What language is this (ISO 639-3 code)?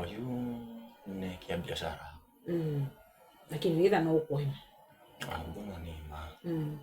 kam